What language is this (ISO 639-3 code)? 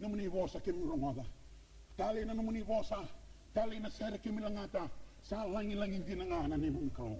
fij